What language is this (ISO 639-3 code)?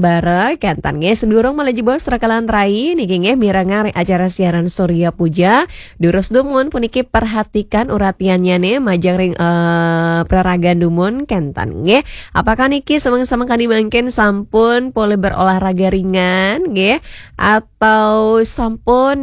ban